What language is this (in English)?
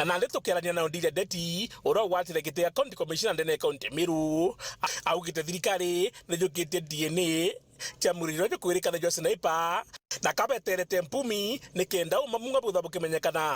Meru